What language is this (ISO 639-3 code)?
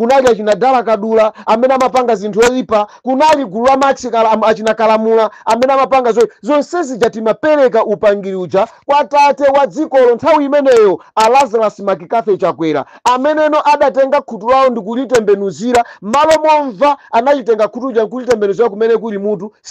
nya